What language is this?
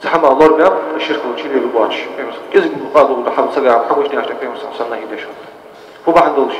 Ingush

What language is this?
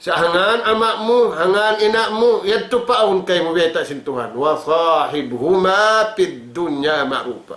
Tausug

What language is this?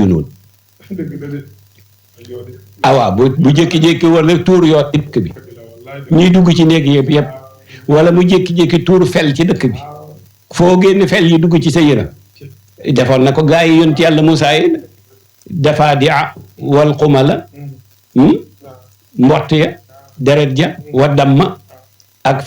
Wolof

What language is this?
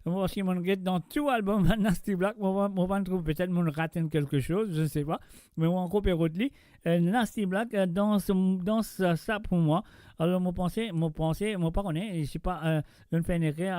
Morisyen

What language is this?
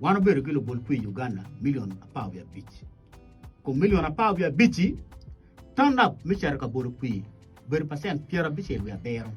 Acoli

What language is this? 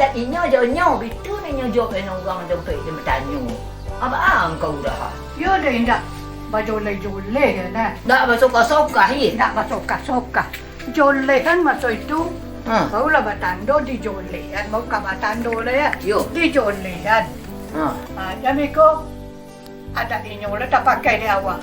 Minangkabau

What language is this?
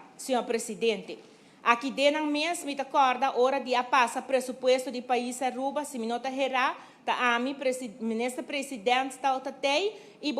Papiamento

